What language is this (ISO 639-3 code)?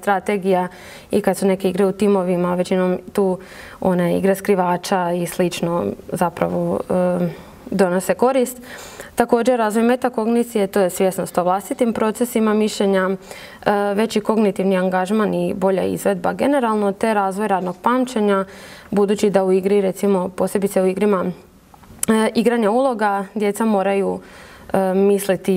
hrv